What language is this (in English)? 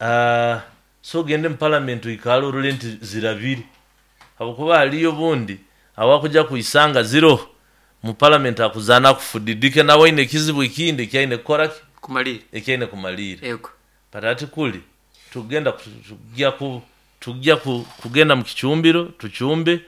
Nyoro